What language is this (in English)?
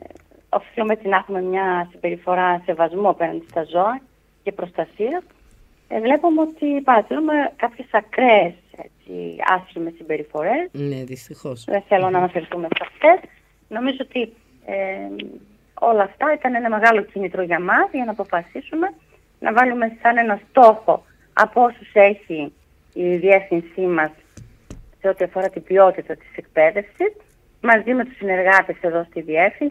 Greek